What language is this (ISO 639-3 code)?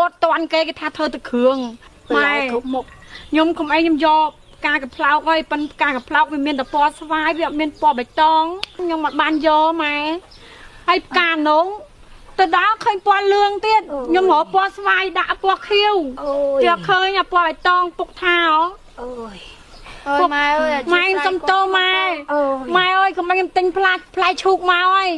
khm